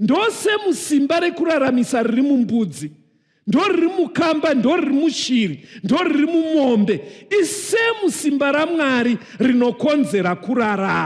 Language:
Shona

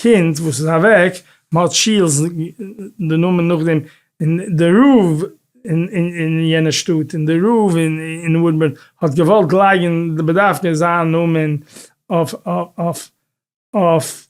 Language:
Yiddish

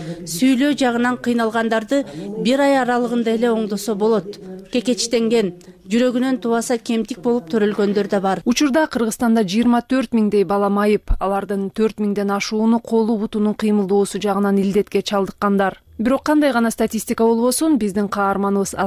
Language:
Kyrgyz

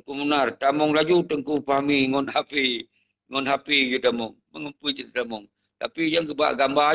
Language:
Achinese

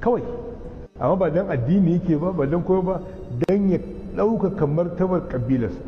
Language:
Hausa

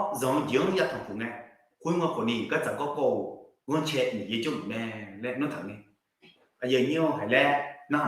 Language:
Akha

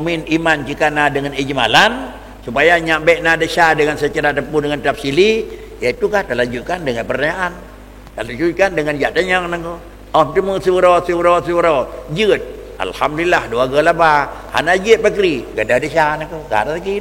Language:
Achinese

